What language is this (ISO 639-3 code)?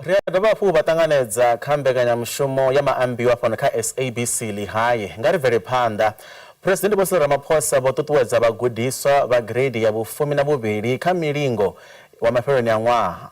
ven